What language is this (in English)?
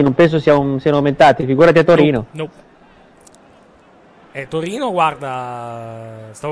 Italian